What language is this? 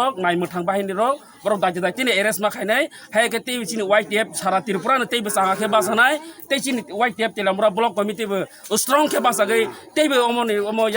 Kok Borok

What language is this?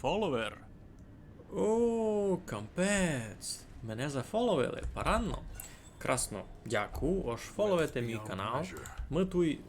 Rusyn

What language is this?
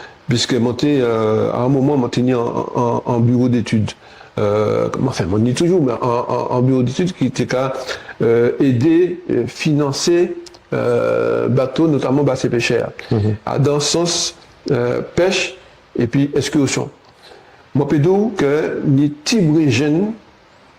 Guadeloupean Creole French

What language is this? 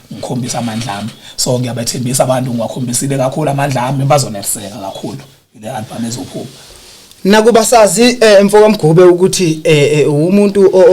Zulu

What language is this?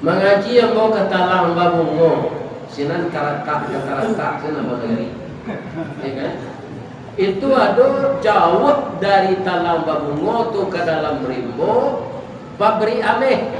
Minangkabau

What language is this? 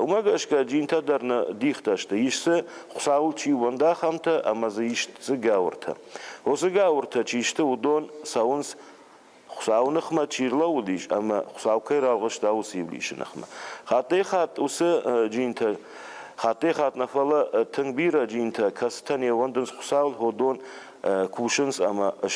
Ossetic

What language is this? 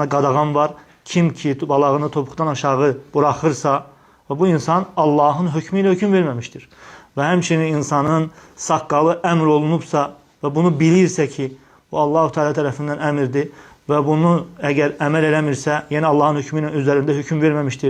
Azerbaijani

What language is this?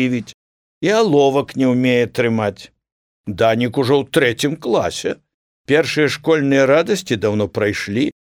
Belarusian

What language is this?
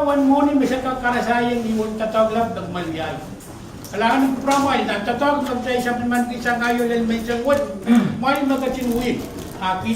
Pohnpeian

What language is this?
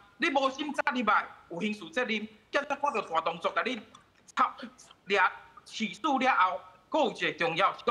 Min Nan Chinese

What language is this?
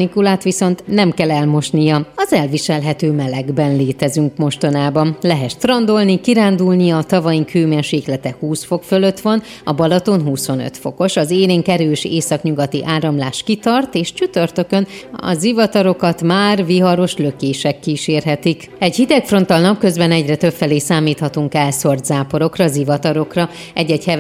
Hungarian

